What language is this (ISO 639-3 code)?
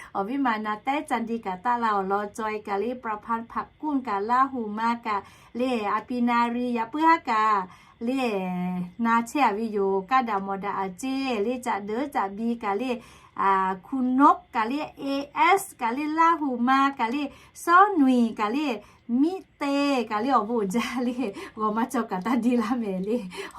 lhu